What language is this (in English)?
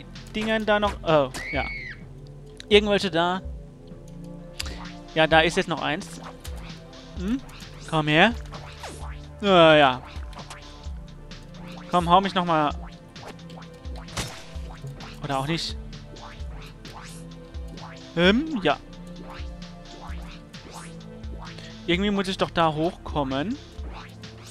German